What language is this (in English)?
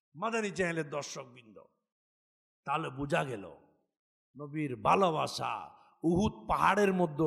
Bangla